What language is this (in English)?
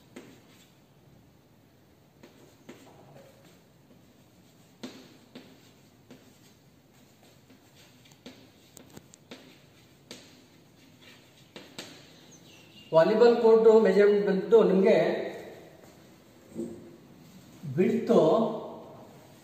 Kannada